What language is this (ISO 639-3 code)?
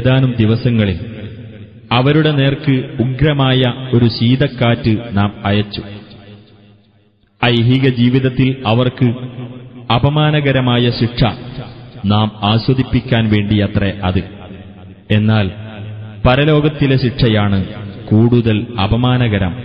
mal